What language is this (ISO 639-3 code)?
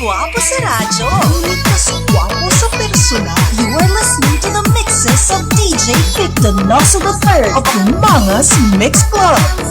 hil